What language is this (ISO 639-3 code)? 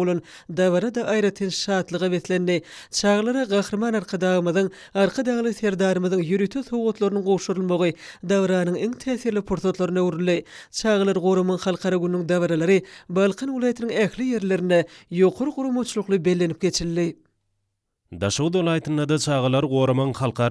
tuk